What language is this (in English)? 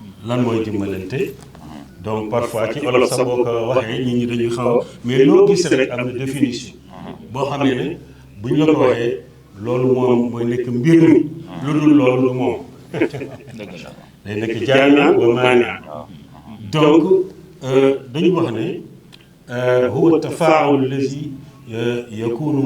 Wolof